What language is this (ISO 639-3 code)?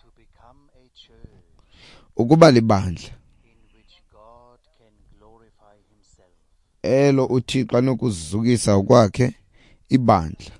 xho